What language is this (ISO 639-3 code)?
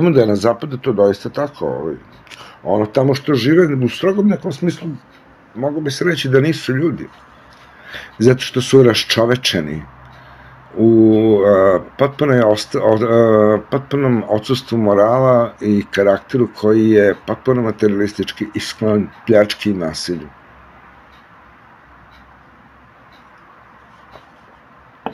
srp